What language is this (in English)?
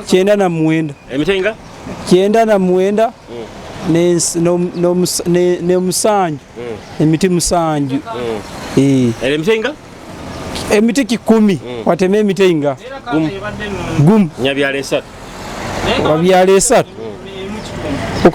Nyoro